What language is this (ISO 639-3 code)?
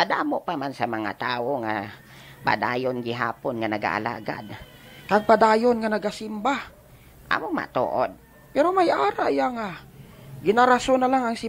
hil